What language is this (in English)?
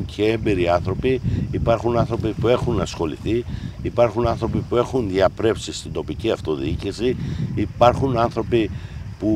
Greek